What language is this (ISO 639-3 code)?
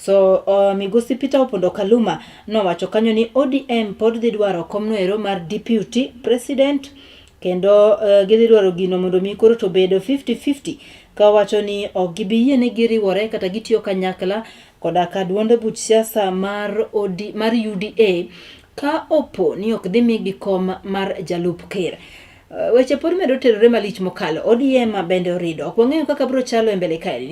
luo